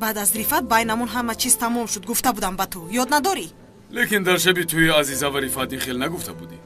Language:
Tajik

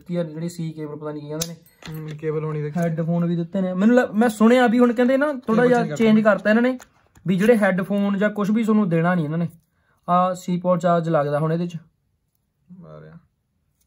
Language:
Punjabi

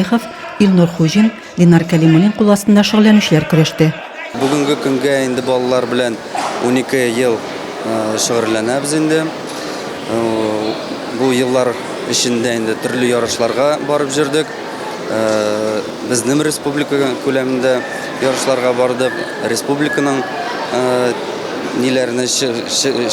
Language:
Tatar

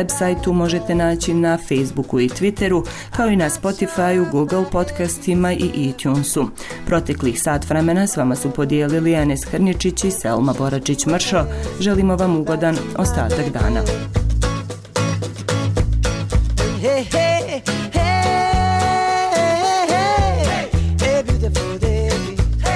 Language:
Bosnian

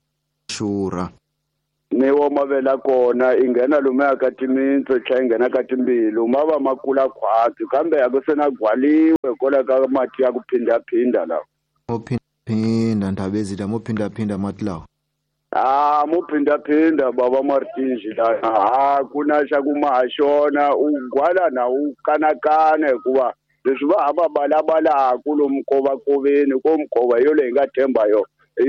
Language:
Tsonga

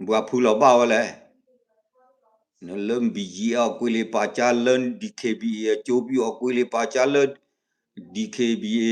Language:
S'gaw Karen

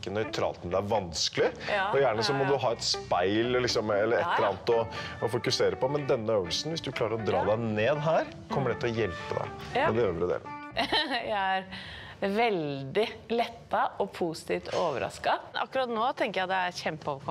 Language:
Norwegian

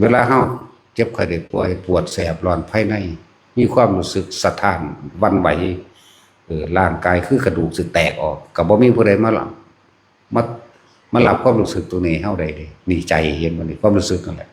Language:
Northeastern Thai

